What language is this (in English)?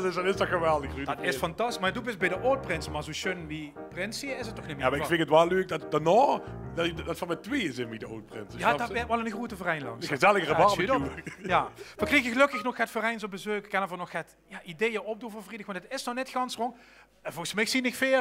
Limburgish